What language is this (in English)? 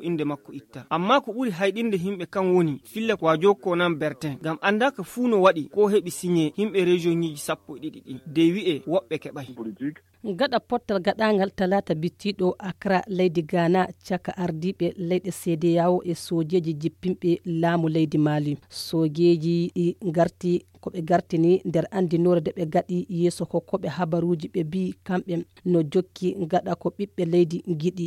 Nigerian Fulfulde